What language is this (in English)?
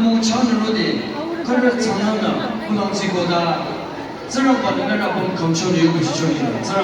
Naga Pidgin